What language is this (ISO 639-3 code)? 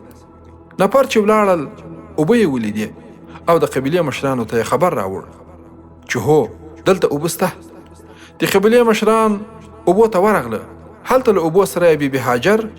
pus